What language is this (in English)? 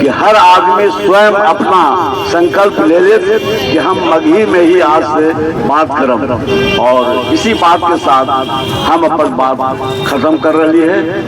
Magahi